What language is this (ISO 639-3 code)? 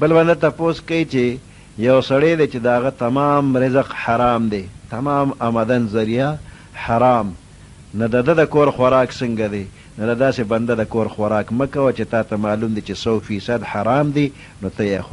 pus